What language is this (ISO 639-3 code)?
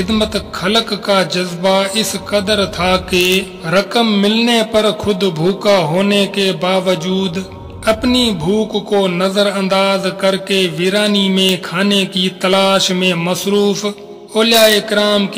urd